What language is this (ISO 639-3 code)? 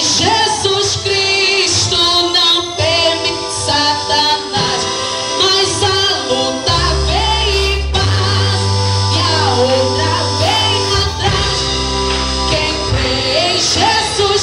por